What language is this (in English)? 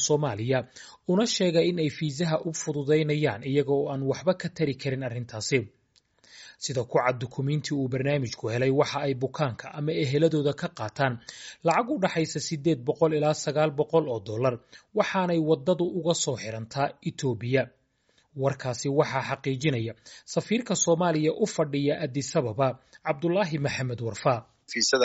Somali